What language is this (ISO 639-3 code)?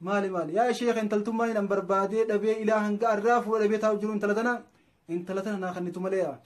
orm